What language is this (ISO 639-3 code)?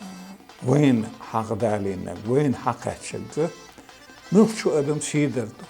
che